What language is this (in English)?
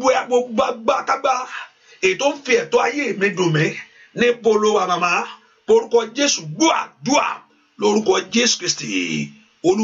Yoruba